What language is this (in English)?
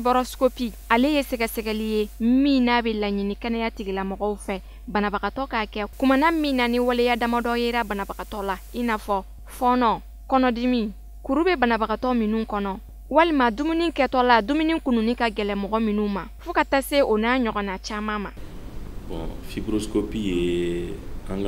Bambara